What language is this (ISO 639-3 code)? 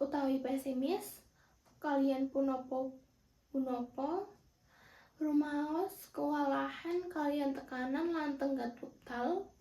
jav